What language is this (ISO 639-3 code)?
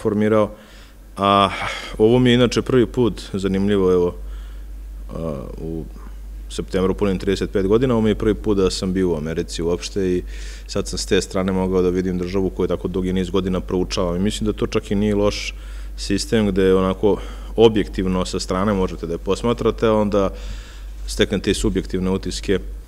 srp